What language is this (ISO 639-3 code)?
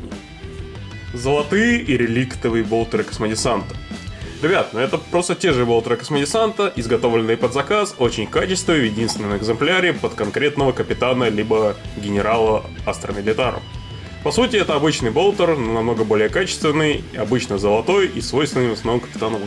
rus